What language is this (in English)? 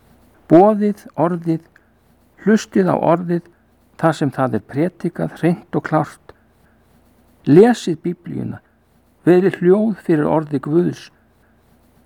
Icelandic